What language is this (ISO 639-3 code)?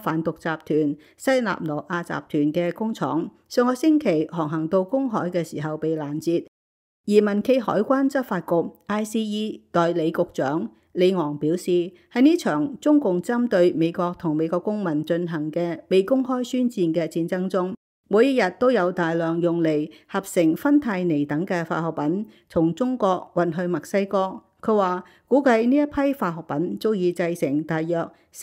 yue